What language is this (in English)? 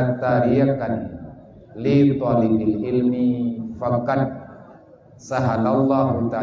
Achinese